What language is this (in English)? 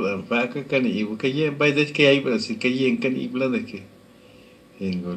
Lachiguiri Zapotec